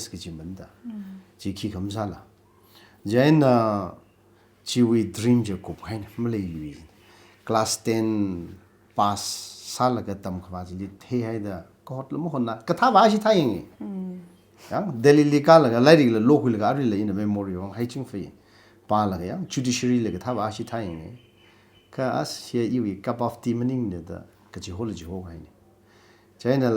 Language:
Tangkhul Naga (India)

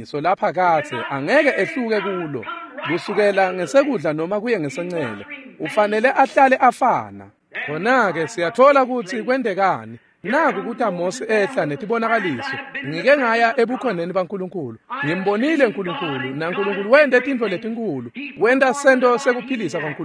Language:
Swati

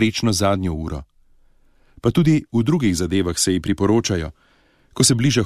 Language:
Slovenian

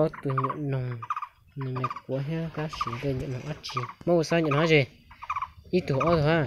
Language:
Hmong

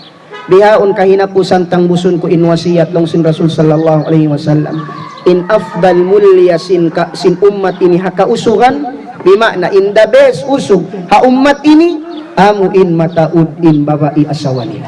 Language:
Tausug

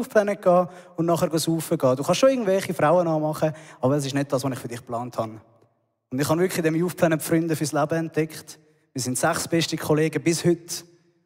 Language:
Swiss German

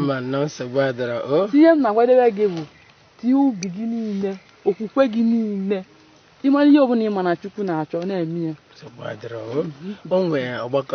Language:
Igbo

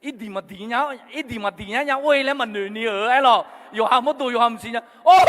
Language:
Akha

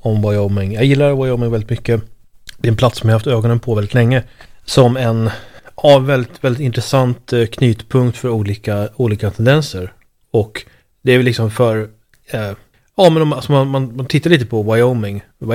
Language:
Swedish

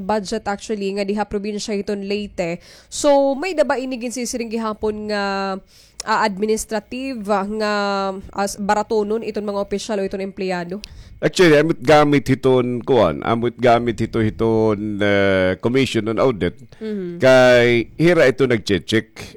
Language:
Waray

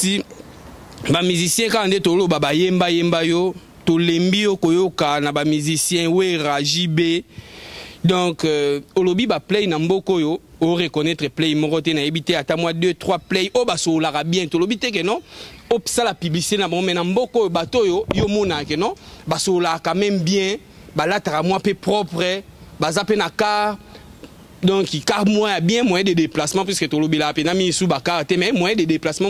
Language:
Lingala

